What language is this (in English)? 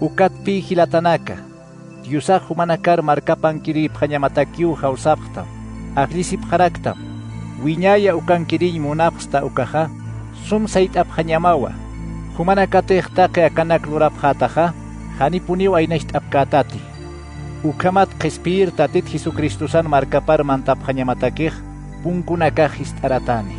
Aymara